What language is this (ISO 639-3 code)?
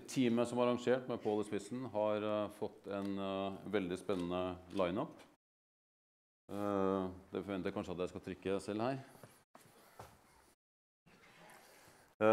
nor